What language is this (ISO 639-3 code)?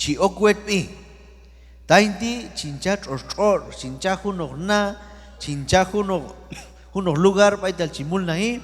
kjb